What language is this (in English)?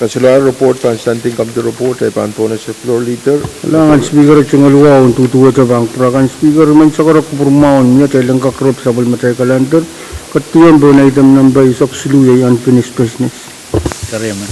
Pohnpeian